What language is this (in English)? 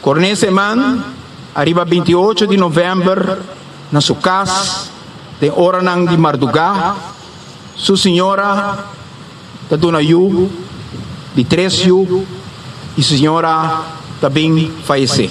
Papiamento